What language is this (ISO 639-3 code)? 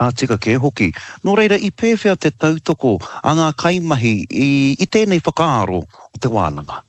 mri